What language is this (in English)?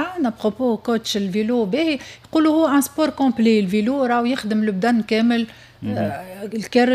Tunisian Arabic